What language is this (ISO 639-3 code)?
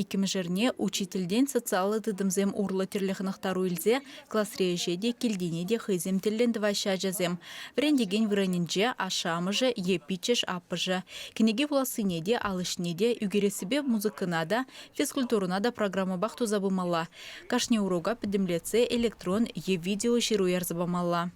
chv